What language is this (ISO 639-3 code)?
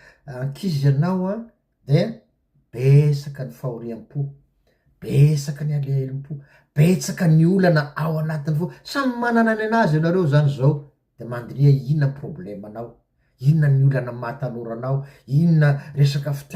mlg